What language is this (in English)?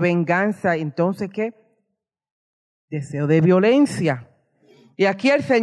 Spanish